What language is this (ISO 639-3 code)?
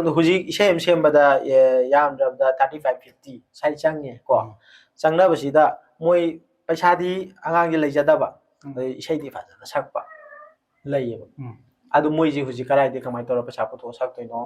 mni